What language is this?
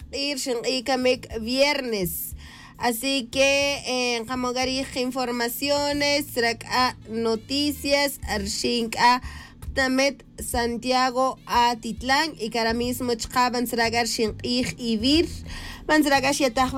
Tz'utujil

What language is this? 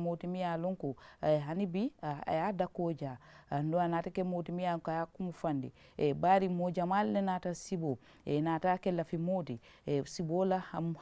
Mandingo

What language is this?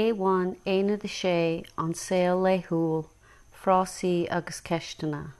Irish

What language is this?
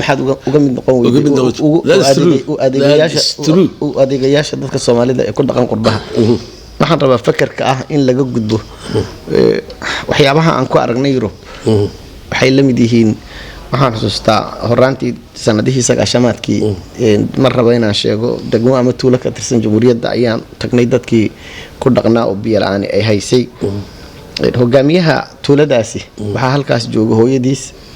Somali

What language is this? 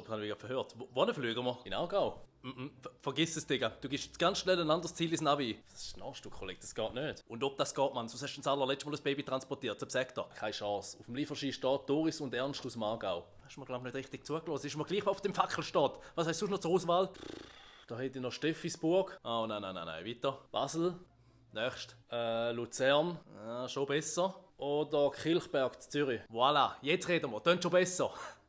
Swiss German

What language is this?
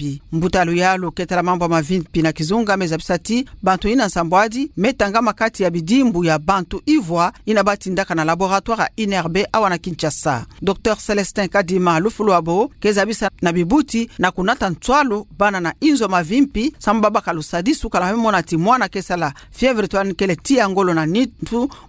Kituba (Democratic Republic of Congo)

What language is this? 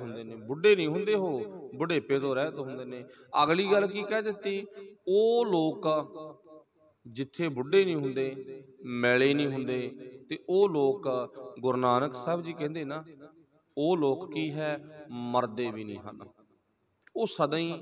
Punjabi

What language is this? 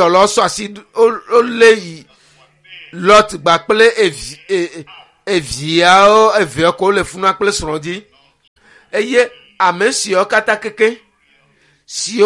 Ewe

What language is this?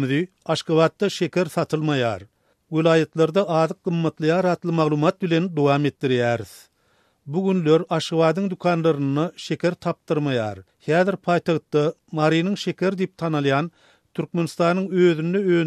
Turkmen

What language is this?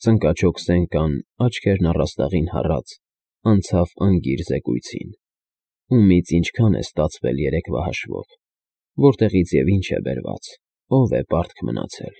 Armenian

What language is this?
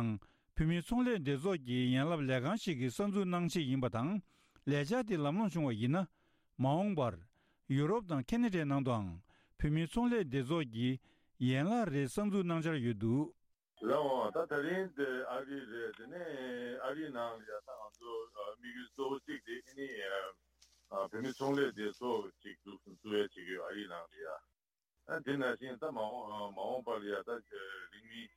Tibetan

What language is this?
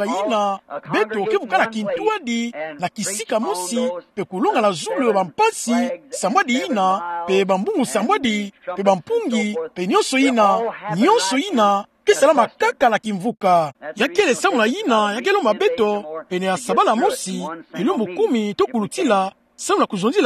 Kituba (Democratic Republic of Congo)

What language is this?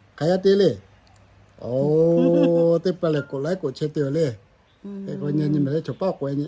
Lahu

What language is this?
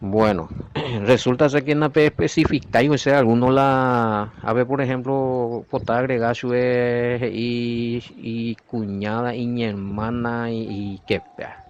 Guarani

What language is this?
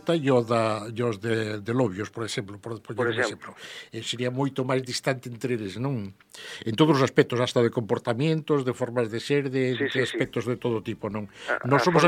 Galician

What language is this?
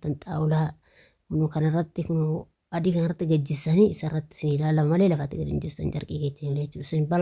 Oromo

